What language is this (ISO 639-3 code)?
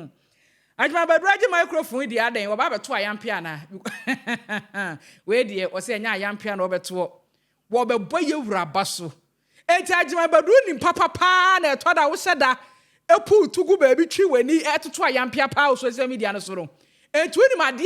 aka